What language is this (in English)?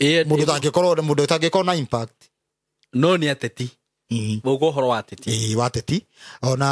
Kikuyu